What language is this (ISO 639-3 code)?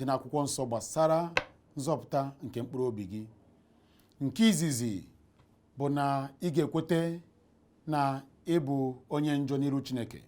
ibo